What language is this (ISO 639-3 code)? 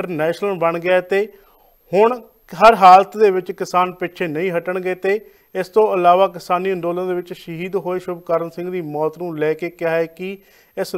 pan